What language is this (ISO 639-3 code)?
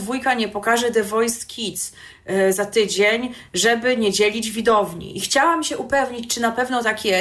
pol